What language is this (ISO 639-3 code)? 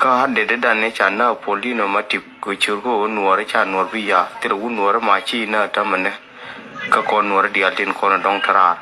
nus